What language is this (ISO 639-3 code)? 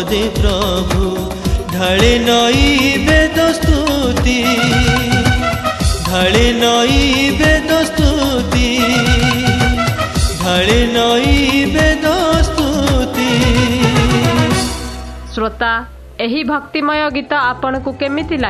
ori